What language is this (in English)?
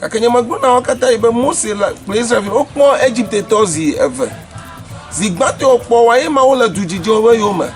Ewe